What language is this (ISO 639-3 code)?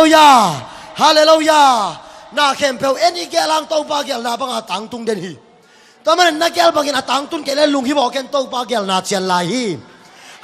ctd